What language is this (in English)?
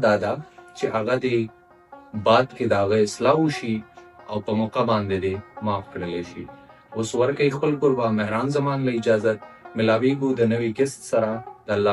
Pashto